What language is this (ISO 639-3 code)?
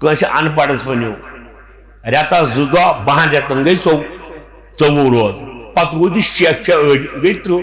kas